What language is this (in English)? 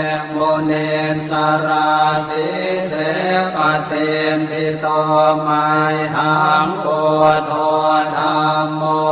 Pali